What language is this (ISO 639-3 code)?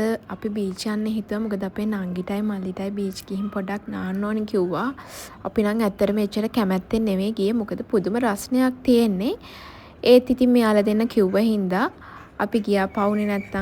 sin